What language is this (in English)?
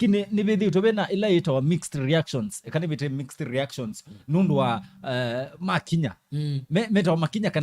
Kamba